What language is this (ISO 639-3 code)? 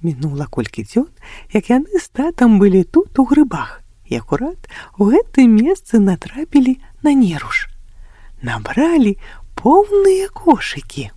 bel